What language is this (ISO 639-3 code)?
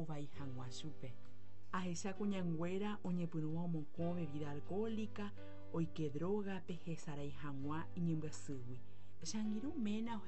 grn